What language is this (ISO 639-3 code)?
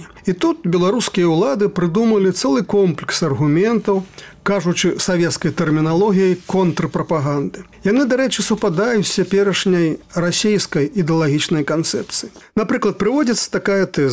bel